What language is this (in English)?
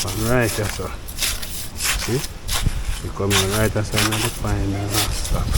Jamaican Creole English